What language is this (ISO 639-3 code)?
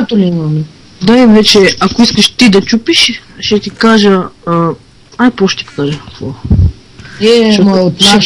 bul